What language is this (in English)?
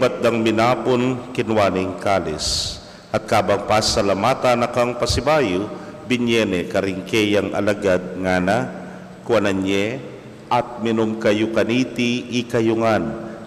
Pampanga